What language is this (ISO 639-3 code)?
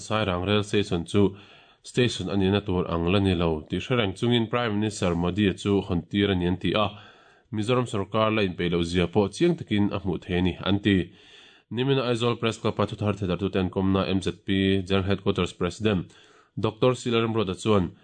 lus